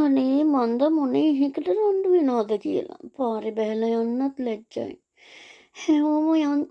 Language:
Sinhala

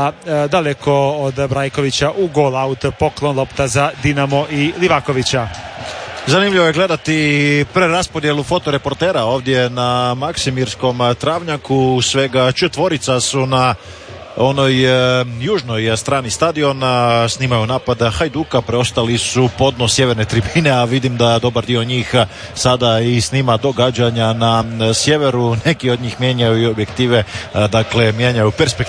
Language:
Croatian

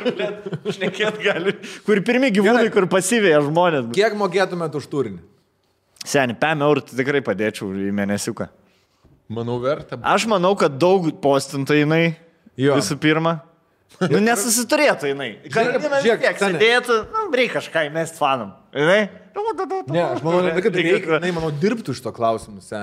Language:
Lithuanian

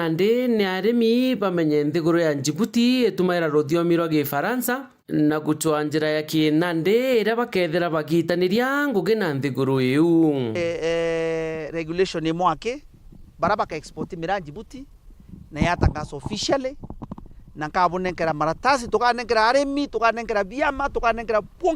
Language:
Meru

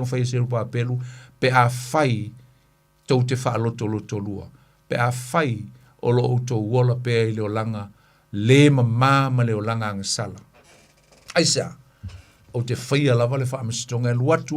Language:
Samoan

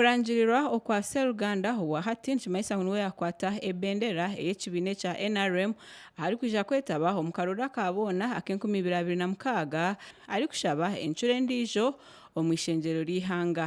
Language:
Nyankole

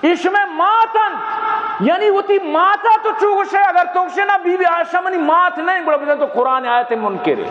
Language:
Baluchi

